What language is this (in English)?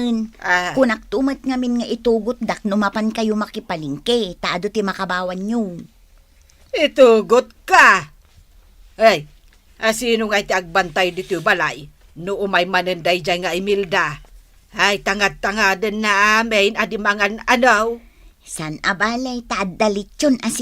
Iloko